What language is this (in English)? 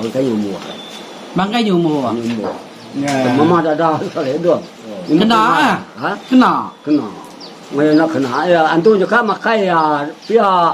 Iban